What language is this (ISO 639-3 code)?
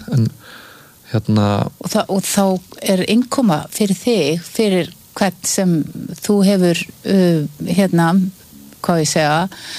isl